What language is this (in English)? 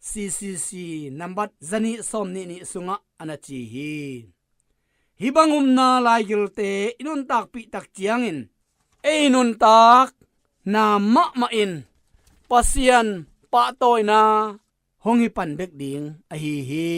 Tedim Chin